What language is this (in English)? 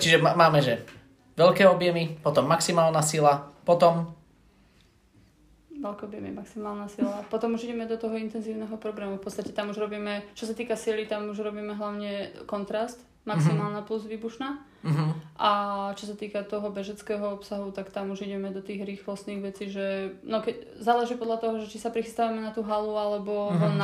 Slovak